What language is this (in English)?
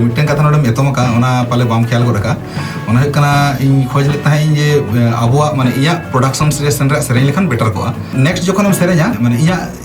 Santali